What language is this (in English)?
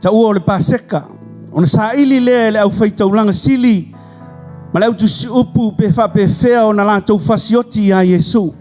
Samoan